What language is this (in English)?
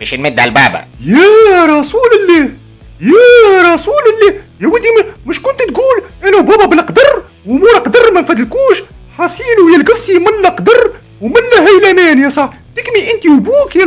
Tunisian Arabic